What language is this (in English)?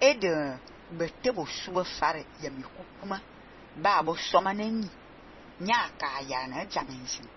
Fang